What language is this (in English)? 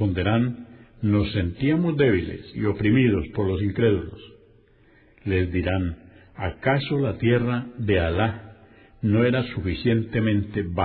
Spanish